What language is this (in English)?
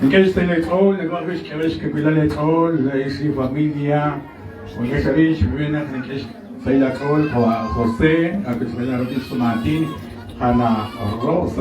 Kekchí